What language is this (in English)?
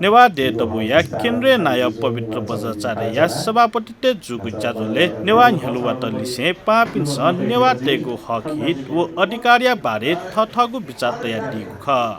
Newari